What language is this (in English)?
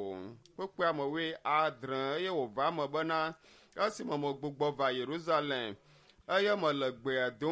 Ewe